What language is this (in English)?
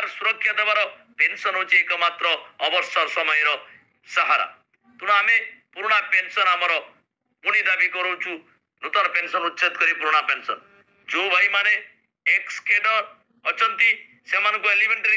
Odia